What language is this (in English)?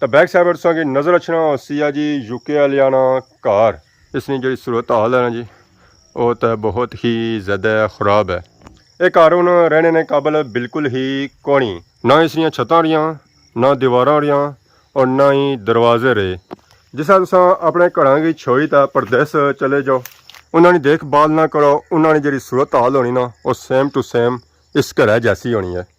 Pahari-Potwari